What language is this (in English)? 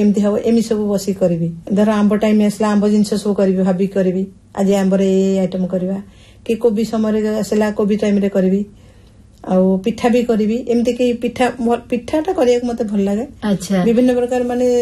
Odia